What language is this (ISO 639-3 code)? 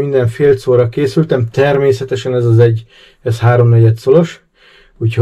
hun